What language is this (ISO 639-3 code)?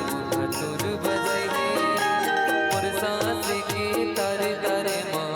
hne